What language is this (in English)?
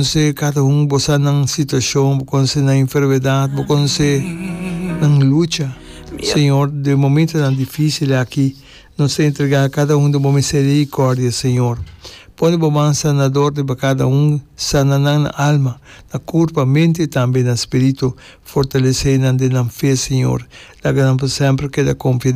Papiamento